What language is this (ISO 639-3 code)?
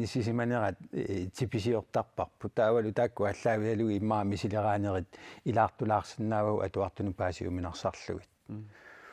kal